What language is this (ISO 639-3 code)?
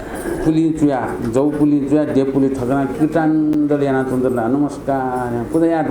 new